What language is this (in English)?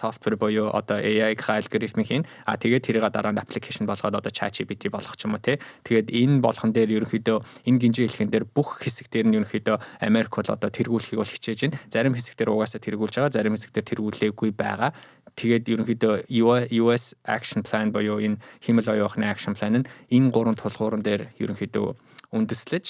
Mongolian